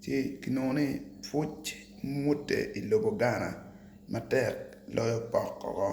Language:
Acoli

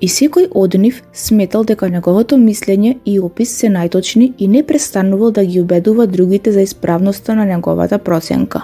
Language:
Macedonian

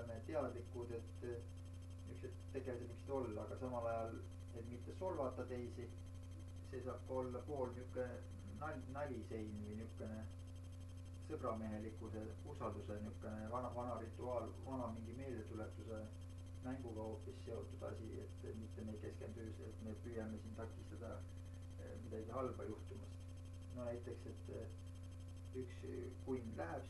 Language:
Estonian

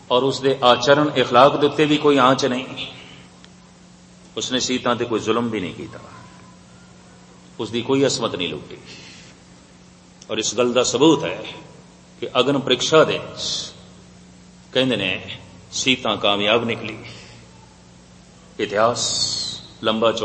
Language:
Punjabi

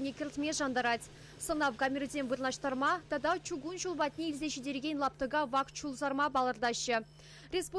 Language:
Chuvash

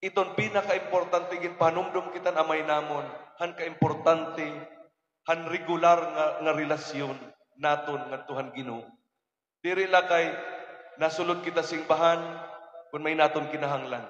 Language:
Waray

